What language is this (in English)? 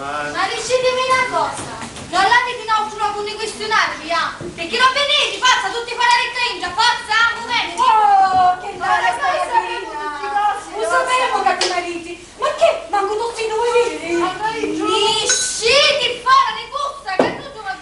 Sicilian